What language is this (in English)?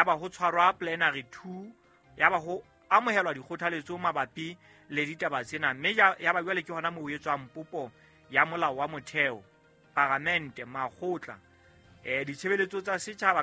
Southern Sotho